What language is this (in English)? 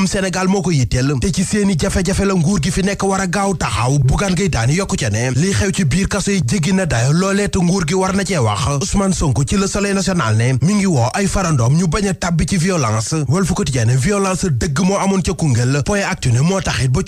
Wolof